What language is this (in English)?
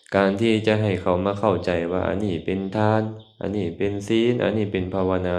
Lao